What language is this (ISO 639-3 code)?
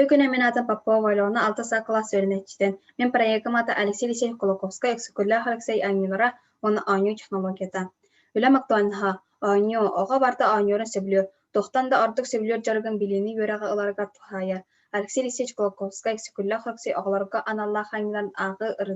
sah